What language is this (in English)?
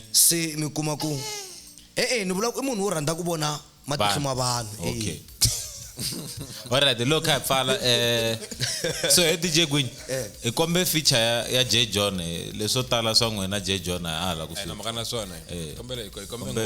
Tsonga